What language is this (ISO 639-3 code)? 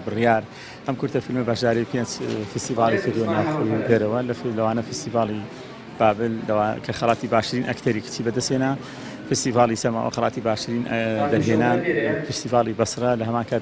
ckb